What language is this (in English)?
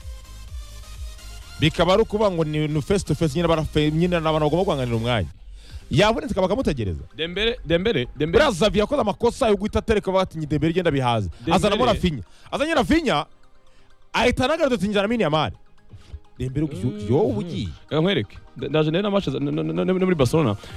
Kinyarwanda